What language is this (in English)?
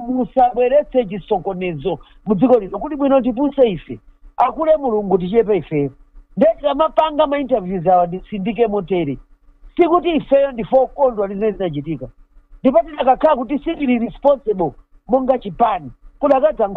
Nyanja